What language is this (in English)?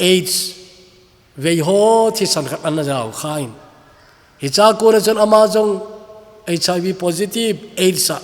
Thado Chin